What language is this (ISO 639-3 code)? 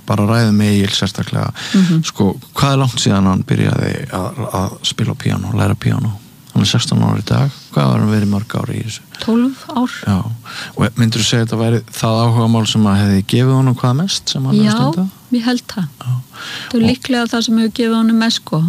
isl